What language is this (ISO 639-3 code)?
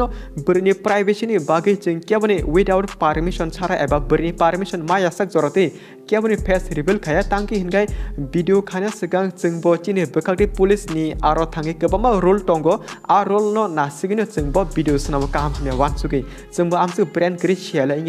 trp